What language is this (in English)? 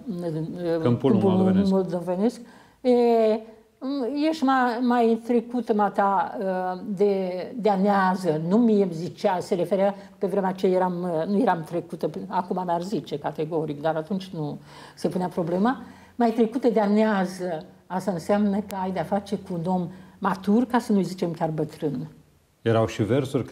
Romanian